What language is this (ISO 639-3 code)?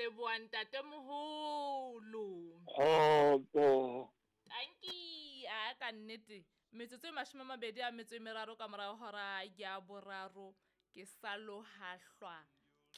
sot